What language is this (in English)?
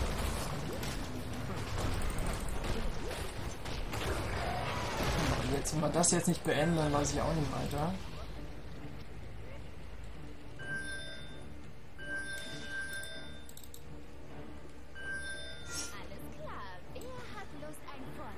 German